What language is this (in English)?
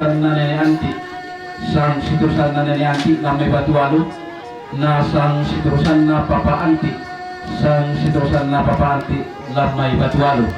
Toraja-Sa'dan